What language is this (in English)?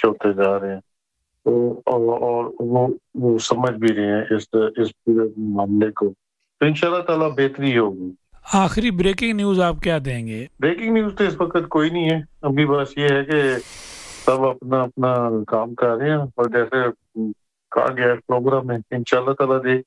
Urdu